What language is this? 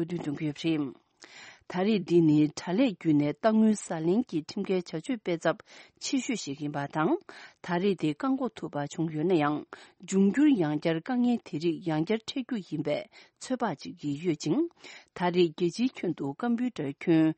Tibetan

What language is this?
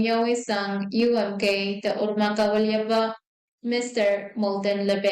Pohnpeian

